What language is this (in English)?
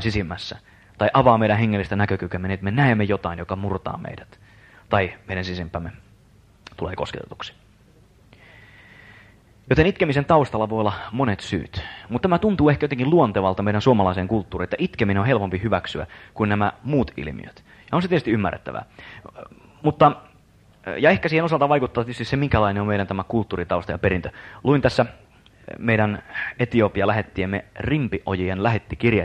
Finnish